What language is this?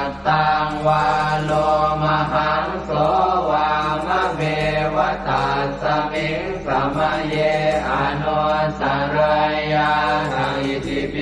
Pali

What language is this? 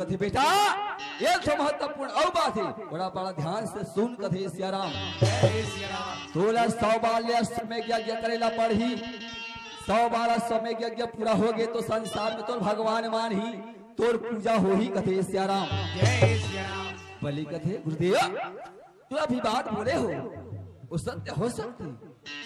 Chhattisgarhi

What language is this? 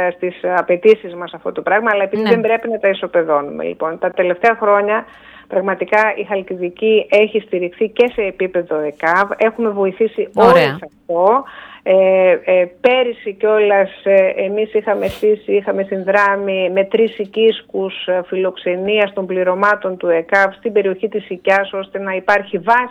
Greek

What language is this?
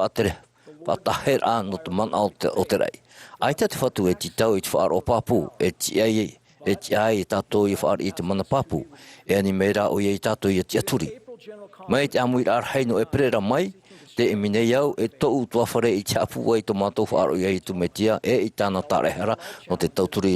Tahitian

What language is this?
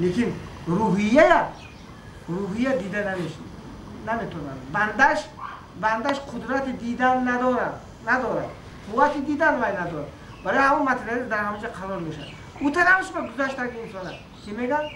Tajik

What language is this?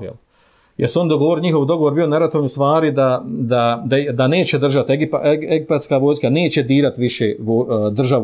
Bosnian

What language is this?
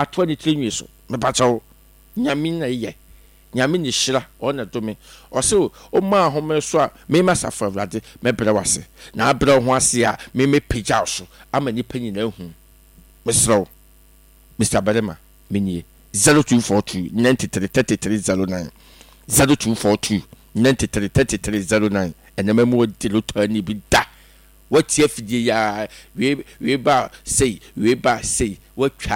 Akan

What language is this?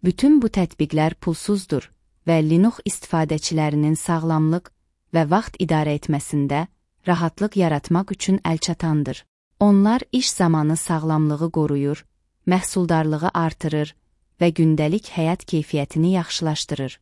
Azerbaijani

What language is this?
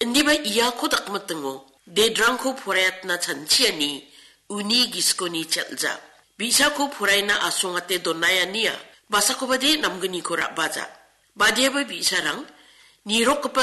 Garo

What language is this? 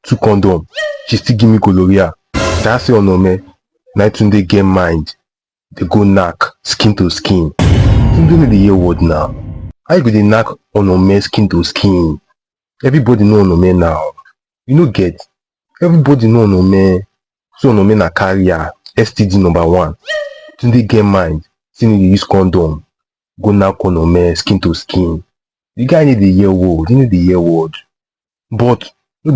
Nigerian Pidgin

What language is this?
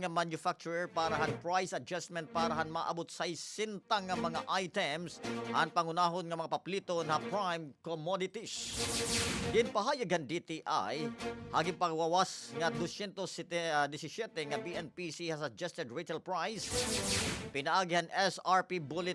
Waray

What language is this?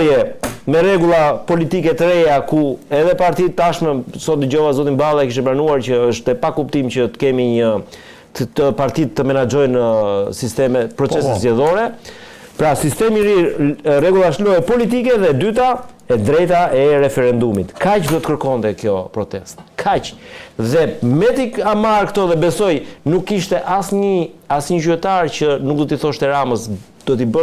Albanian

